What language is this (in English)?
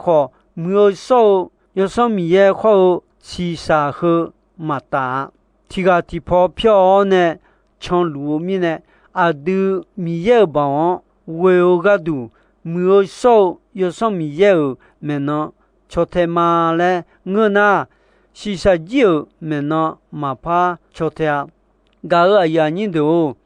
Akha